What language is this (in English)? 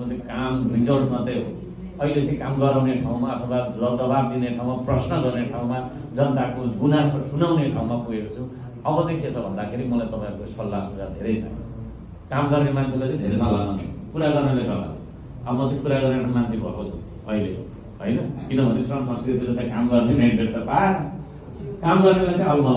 Nepali